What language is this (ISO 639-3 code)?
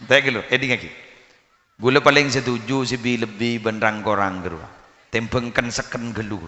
mad